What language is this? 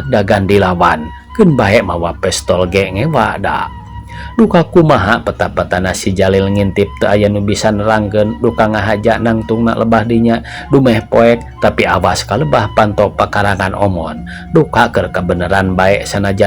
Sundanese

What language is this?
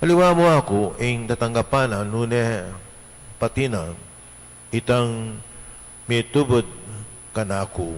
Pampanga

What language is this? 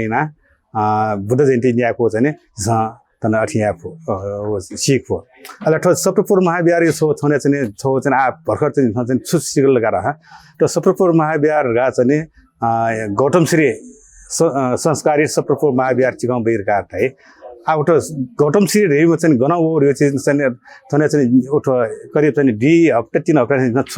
Newari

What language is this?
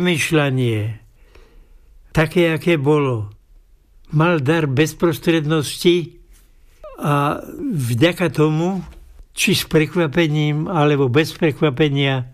Slovak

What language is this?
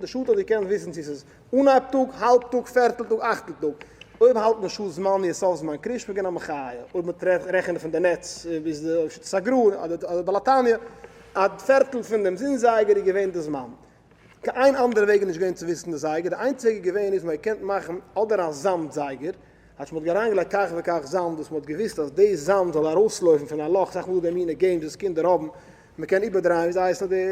Yiddish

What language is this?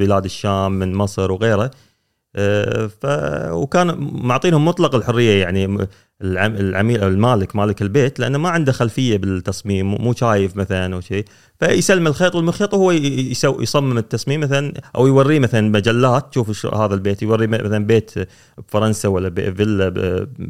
Gulf Arabic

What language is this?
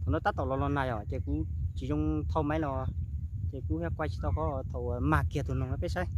Hmong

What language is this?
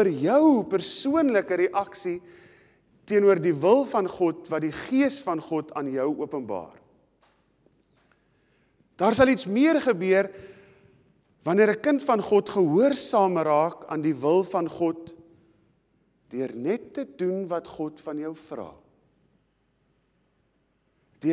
Afrikaans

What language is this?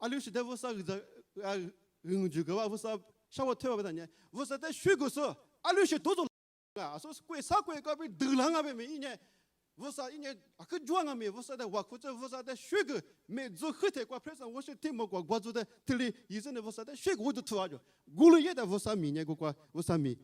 Lisu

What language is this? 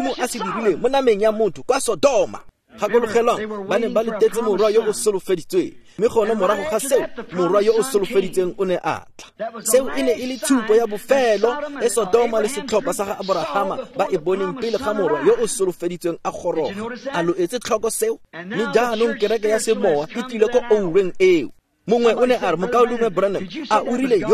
Tswana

